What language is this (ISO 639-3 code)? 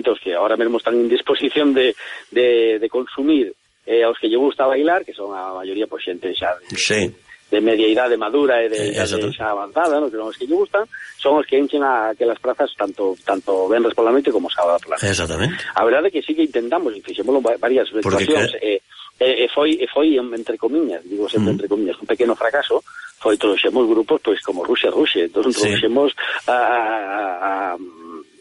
glg